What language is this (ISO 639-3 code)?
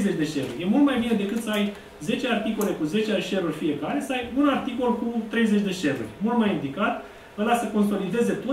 ron